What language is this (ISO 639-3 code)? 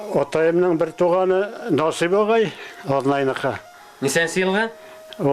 bak